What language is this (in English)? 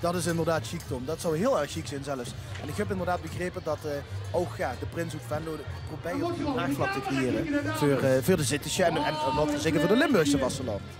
Limburgish